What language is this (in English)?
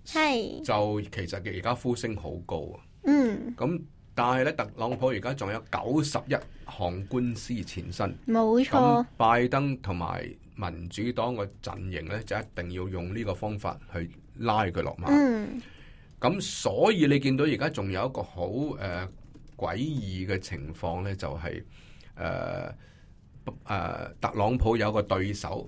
Cantonese